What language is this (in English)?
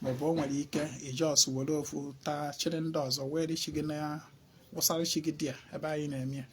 Igbo